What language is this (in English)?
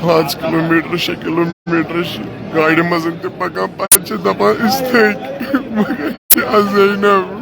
Kashmiri